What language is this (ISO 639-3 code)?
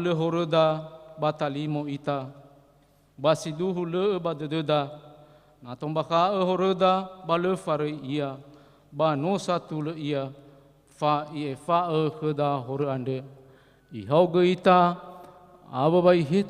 nia